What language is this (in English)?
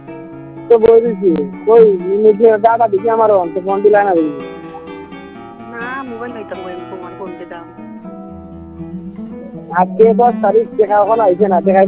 Bangla